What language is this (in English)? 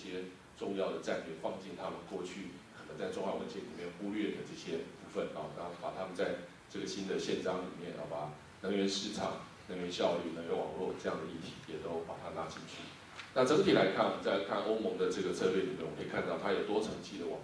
Chinese